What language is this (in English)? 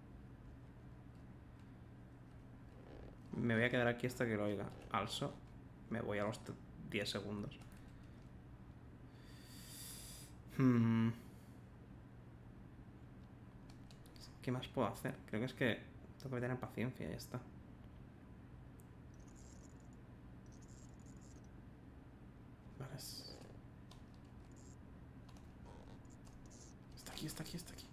Spanish